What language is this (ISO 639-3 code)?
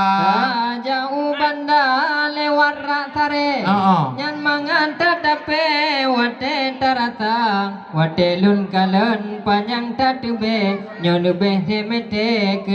ace